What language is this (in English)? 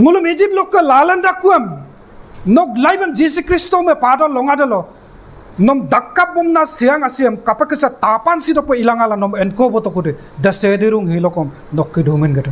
Adi